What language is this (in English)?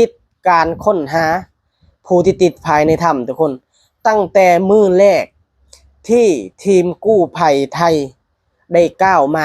Lao